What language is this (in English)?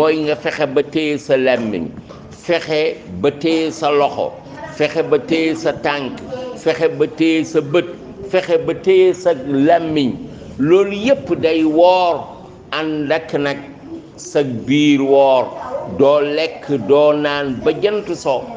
Wolof